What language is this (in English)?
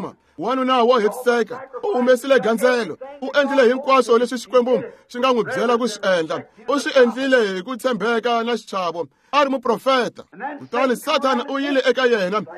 Tsonga